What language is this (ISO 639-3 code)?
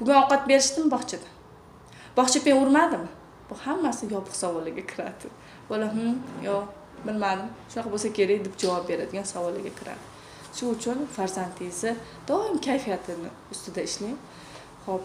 uzb